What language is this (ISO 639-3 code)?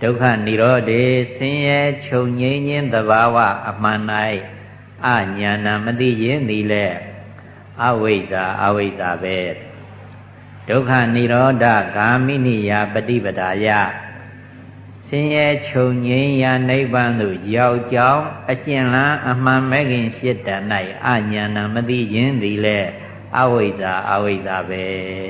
mya